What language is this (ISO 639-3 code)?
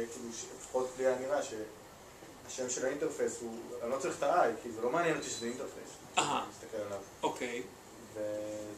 heb